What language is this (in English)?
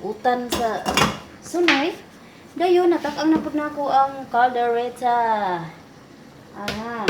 Cebuano